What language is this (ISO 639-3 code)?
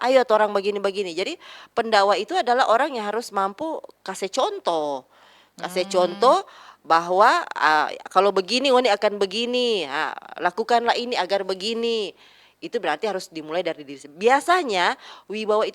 xmm